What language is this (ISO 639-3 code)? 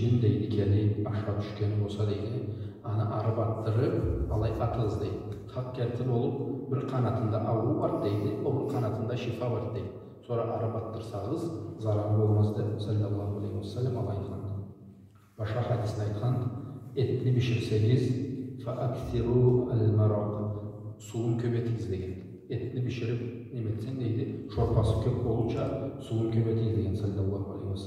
krc